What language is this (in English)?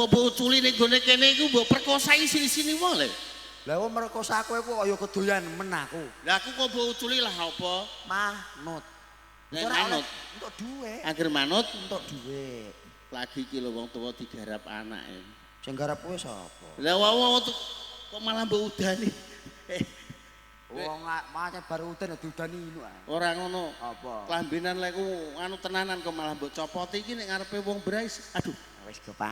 Javanese